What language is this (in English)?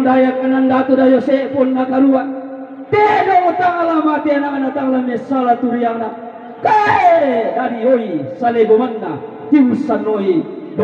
Toraja-Sa'dan